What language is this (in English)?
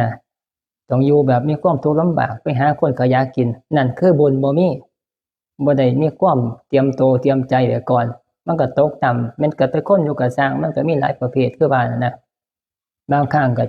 Northeastern Thai